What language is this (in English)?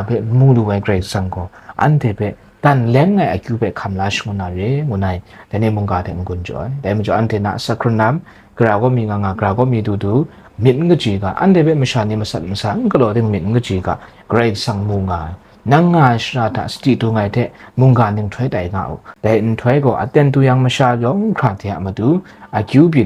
Kachin